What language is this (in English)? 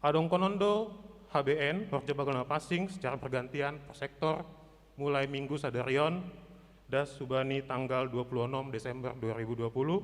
Batak Simalungun